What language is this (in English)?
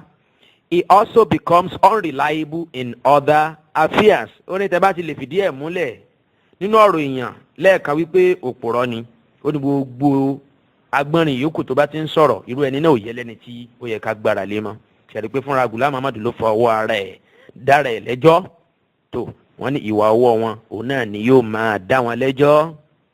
Yoruba